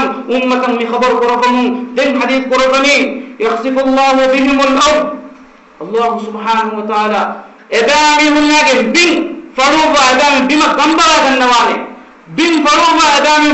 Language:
Divehi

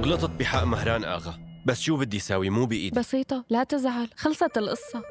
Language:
North Levantine Arabic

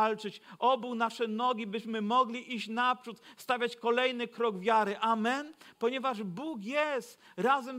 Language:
Polish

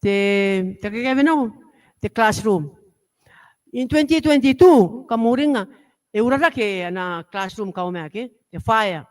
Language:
Gilbertese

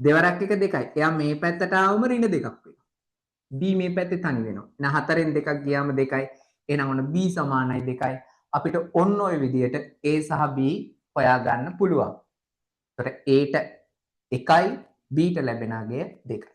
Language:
Sinhala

